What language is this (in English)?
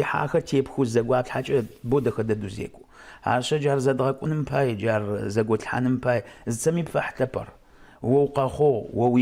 Adyghe